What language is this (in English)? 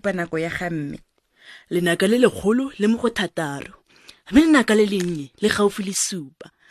Tswana